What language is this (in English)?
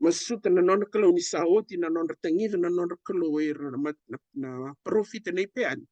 Fijian